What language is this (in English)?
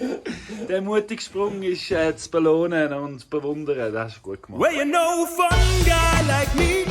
Swiss German